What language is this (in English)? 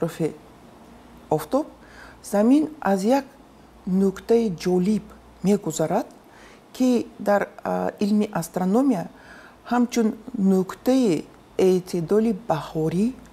Tajik